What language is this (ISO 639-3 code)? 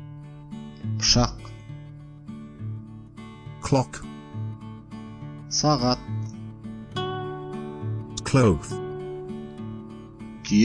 kaz